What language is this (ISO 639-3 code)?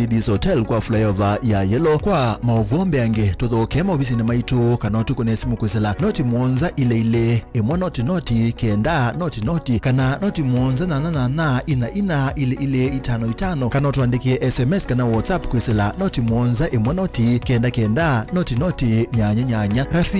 kam